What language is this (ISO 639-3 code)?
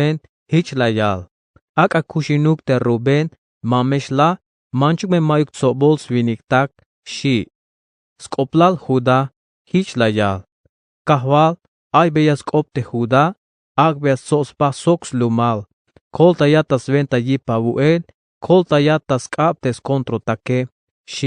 tzh